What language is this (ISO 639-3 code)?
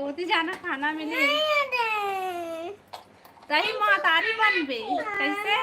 hne